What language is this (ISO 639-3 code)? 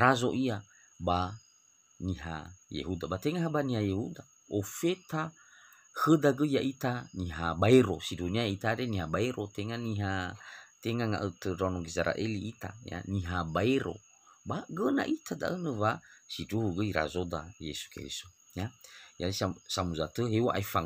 nia